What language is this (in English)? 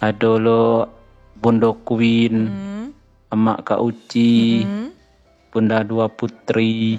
Minangkabau